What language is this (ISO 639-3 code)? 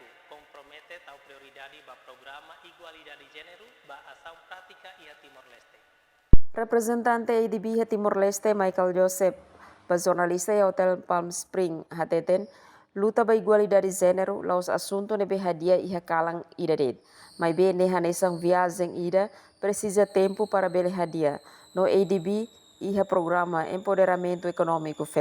tet